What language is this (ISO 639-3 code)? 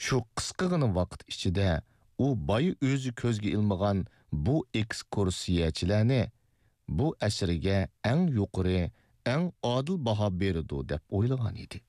uig